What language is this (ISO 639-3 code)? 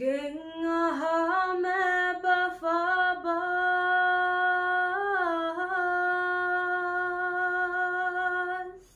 div